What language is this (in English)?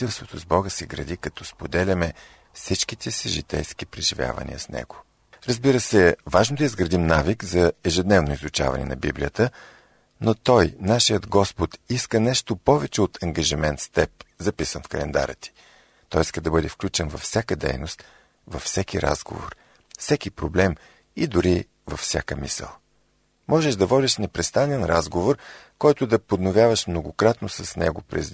Bulgarian